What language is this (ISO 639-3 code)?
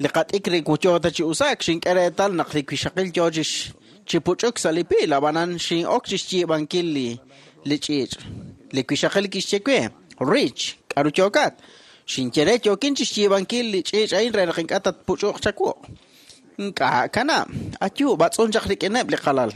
kek